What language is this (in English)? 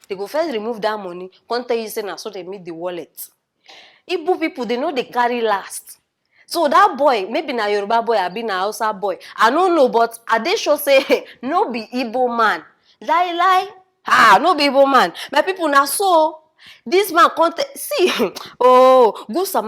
Nigerian Pidgin